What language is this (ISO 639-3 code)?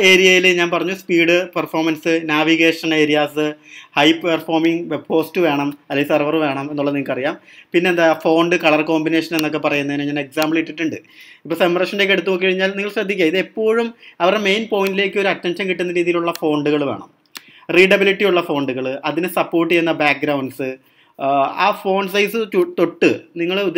mal